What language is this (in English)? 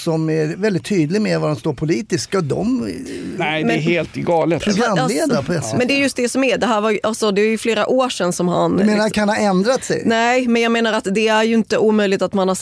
Swedish